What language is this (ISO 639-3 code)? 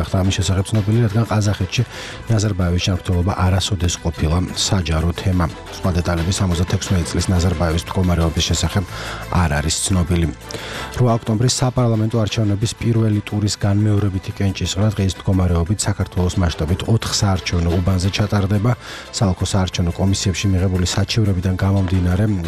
kat